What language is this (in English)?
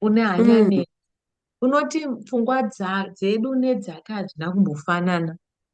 Shona